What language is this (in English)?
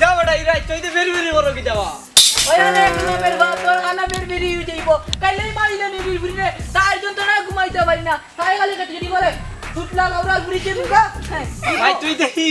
Sylheti